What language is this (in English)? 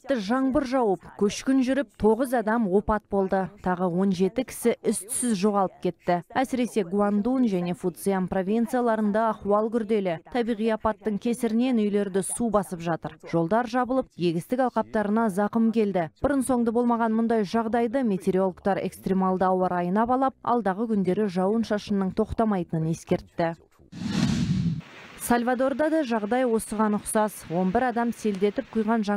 Kazakh